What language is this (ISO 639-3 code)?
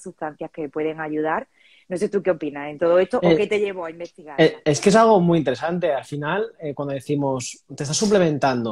spa